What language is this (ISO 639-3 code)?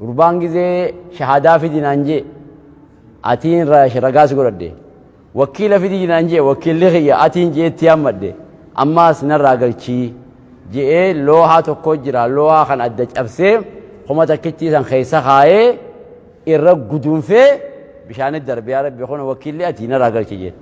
orm